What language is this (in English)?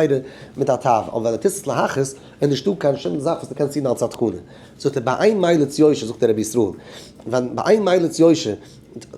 Yiddish